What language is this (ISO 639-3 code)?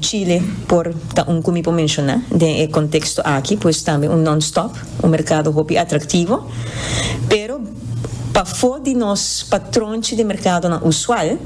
pap